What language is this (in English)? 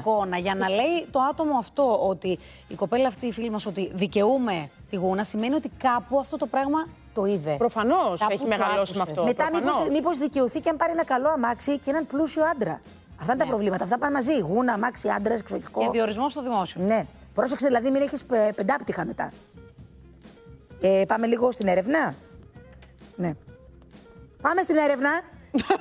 Greek